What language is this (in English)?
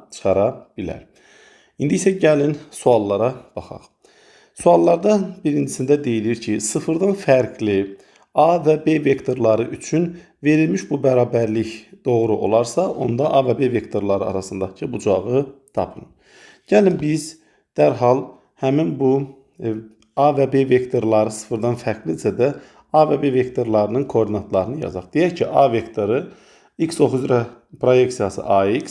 Azerbaijani